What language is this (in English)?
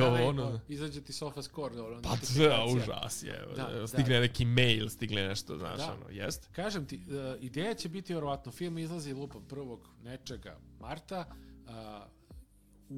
Serbian